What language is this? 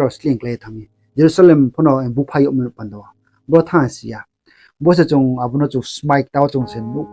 Riang (India)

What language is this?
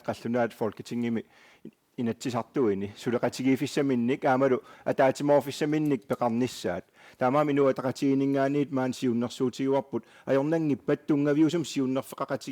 Kalaallisut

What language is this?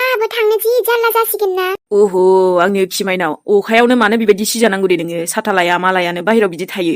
Bodo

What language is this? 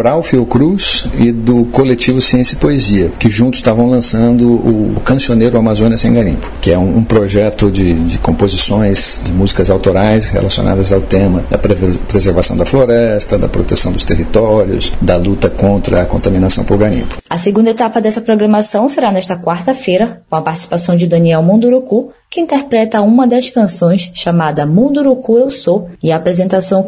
Portuguese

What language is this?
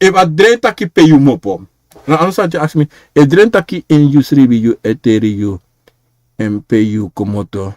Sranan Tongo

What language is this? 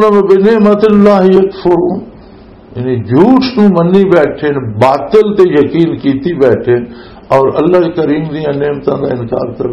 Western Panjabi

